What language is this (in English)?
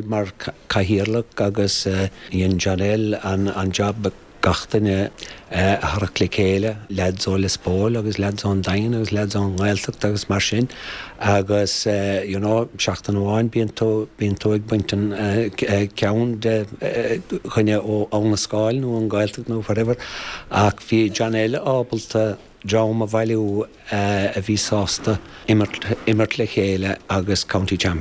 Irish